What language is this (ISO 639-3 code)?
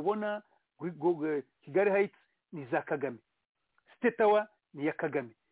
kin